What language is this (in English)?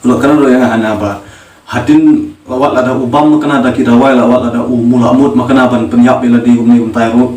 Khasi